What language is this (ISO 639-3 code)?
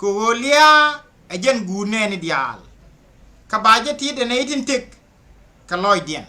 nus